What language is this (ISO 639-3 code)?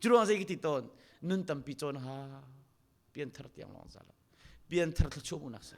cnh